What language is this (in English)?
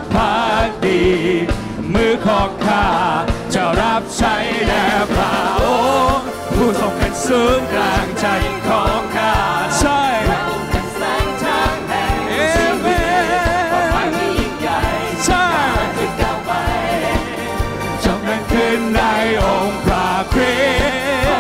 Thai